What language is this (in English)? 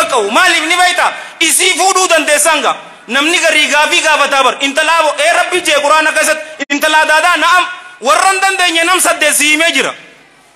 Oromo